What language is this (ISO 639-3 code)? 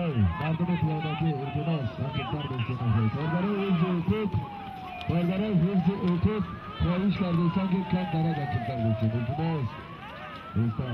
tgk